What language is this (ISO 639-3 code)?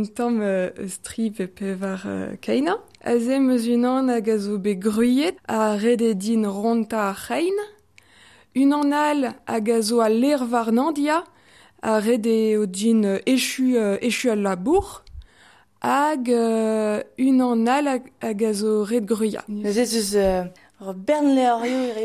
bre